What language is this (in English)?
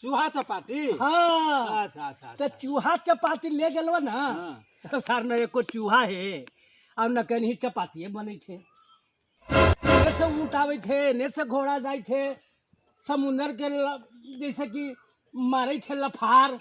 Magahi